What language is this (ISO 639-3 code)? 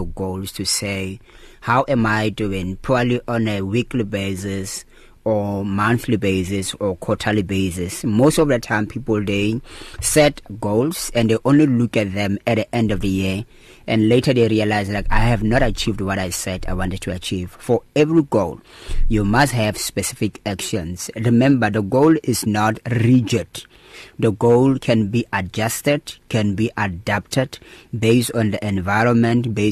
eng